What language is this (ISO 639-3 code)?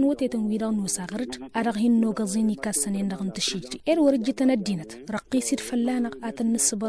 taq